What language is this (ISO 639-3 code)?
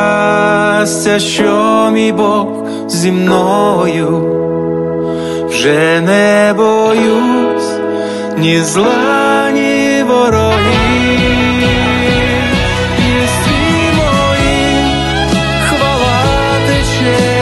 ukr